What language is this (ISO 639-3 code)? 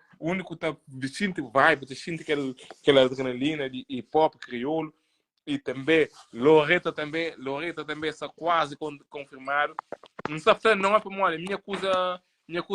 kea